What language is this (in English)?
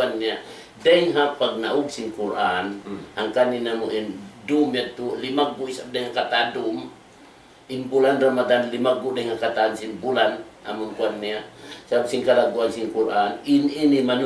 Tausug